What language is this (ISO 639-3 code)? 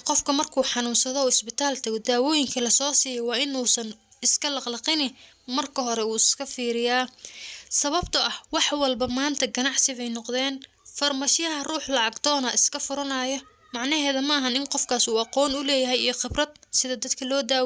som